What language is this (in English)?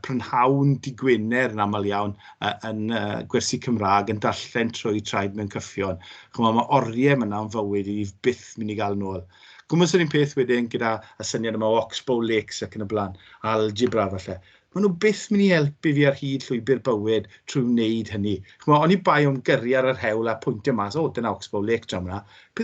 Welsh